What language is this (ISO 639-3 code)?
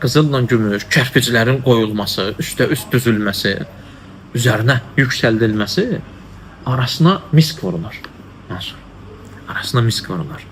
aze